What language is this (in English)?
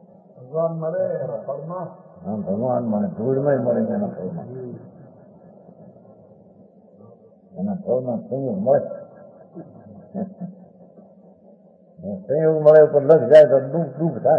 Gujarati